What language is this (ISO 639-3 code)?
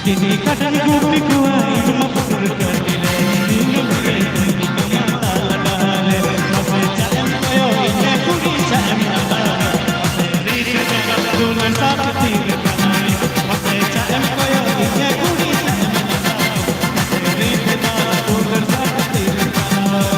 sat